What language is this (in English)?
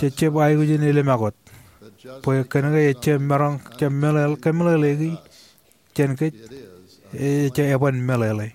Marshallese